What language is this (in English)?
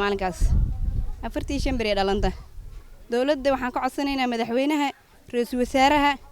Somali